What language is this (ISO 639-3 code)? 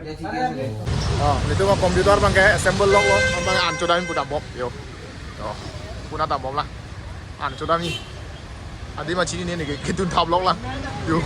mjw